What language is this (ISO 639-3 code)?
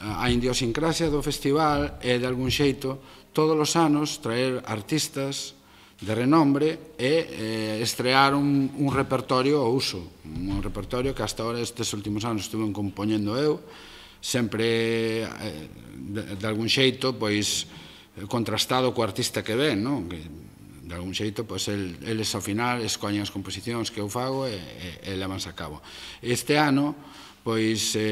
glg